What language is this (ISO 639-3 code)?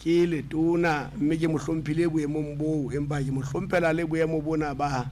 sot